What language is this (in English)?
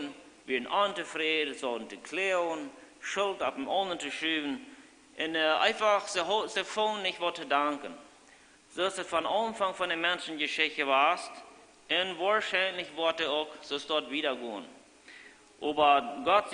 Plautdietsch